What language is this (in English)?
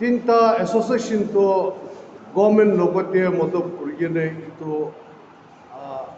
Naga Pidgin